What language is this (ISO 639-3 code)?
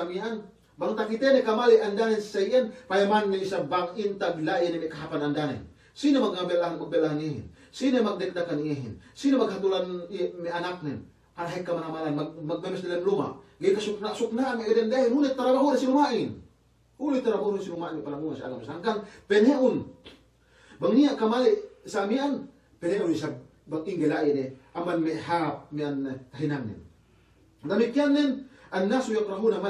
yka